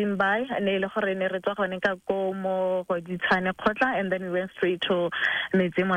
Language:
Tswana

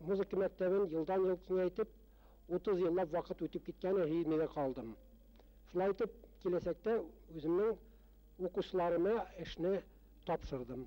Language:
Bashkir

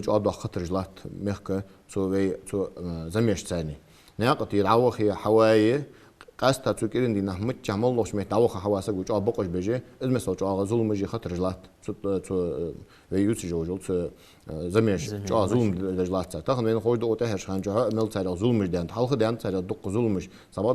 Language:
Ingush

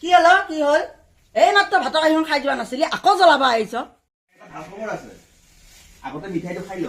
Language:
Assamese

